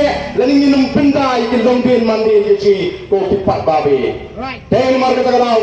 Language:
Khasi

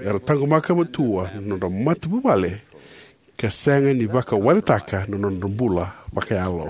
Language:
Fijian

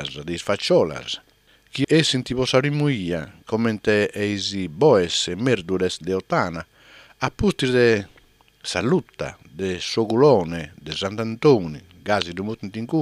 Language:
Sardinian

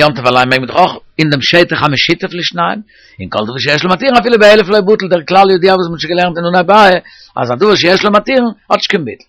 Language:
Yiddish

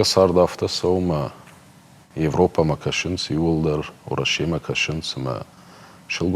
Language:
Ossetic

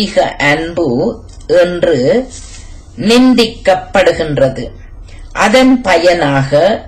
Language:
Tamil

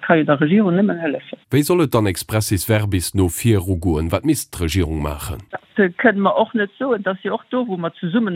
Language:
Luxembourgish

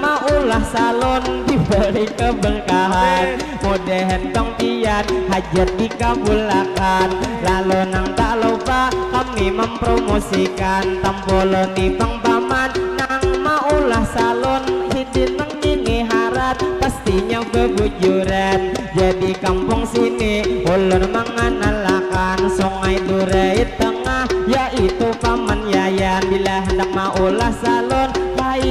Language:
Banjar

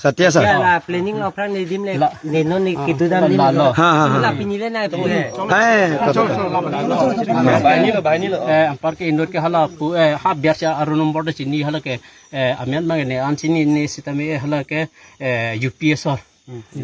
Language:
Karbi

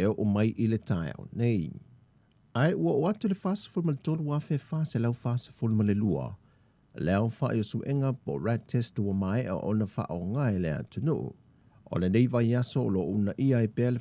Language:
Samoan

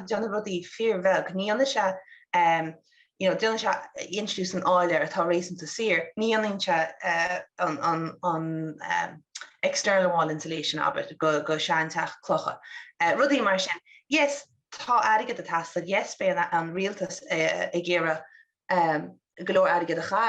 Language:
Irish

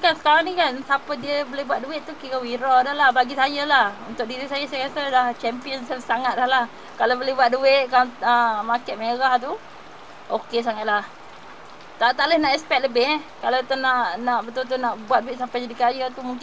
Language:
Malay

